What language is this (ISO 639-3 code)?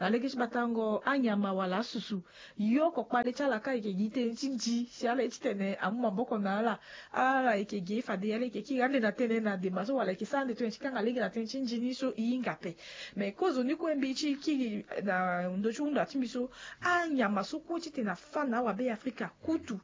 sag